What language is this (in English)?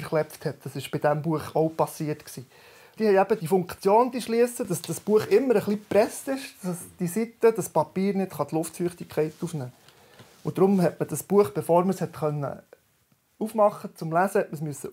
Swiss German